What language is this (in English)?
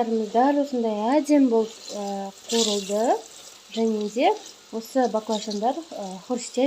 Kazakh